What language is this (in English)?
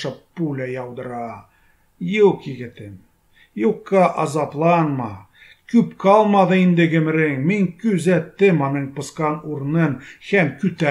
Tatar